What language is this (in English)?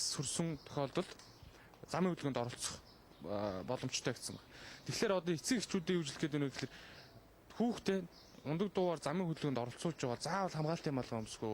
Mongolian